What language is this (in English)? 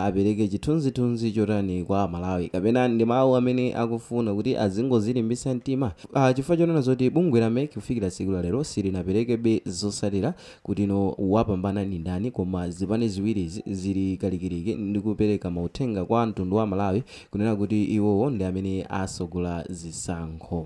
Nyanja